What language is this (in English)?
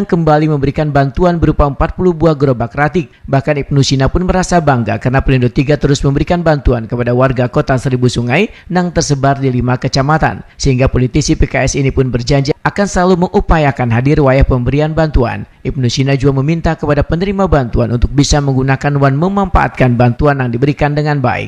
Banjar